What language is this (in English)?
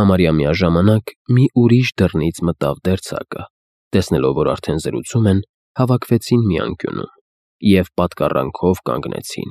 Armenian